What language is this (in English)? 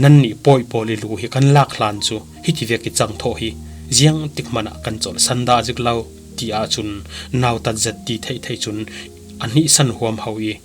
Falam Chin